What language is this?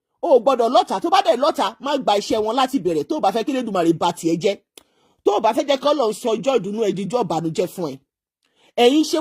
Yoruba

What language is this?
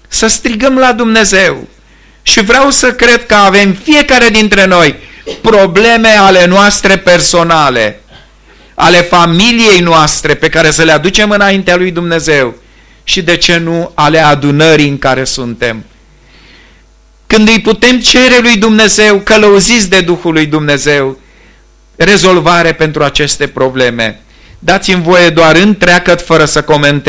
Romanian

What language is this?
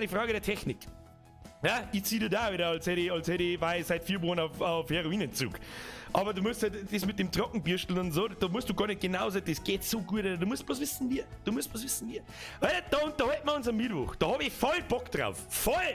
Bavarian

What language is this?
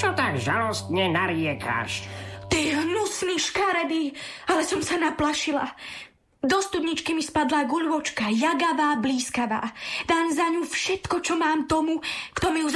Slovak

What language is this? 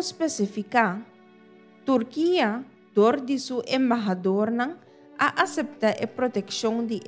Papiamento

